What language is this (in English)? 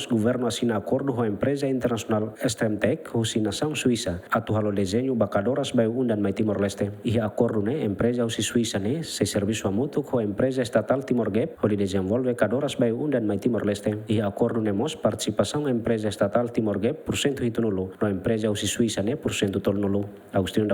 Tetum